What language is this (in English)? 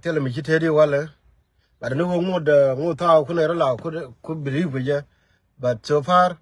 Nuer